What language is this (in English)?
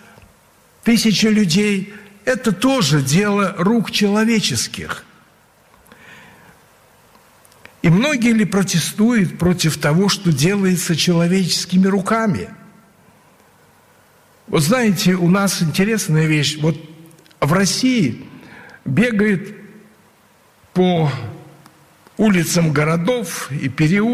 Russian